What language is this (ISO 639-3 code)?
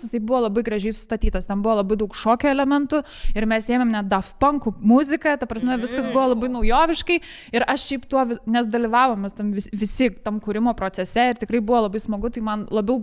lit